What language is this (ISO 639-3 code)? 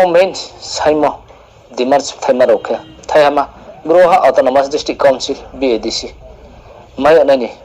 ria